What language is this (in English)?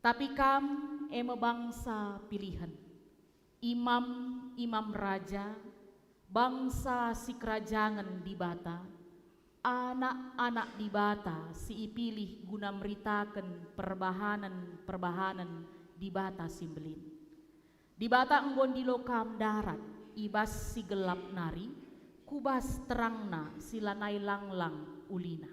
Batak Karo